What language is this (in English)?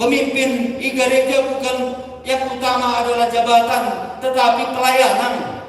Batak Simalungun